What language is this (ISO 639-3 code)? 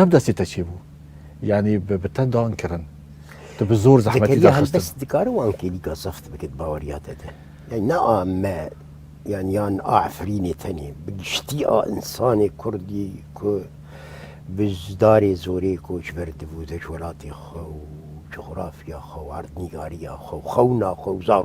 kur